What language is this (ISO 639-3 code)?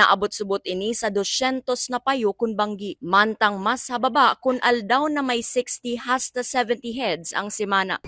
bik